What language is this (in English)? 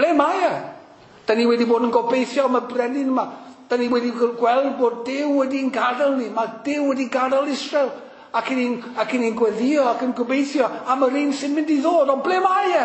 Welsh